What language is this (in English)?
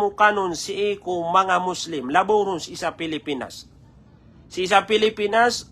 Maranao